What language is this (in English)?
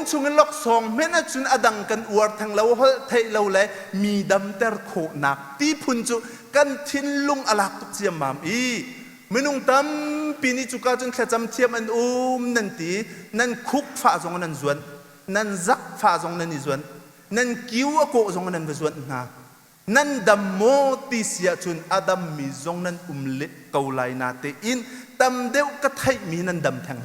Hakha Chin